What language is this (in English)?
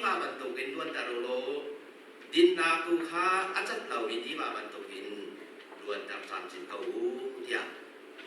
Hakha Chin